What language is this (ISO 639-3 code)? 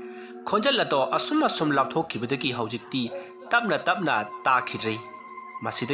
mni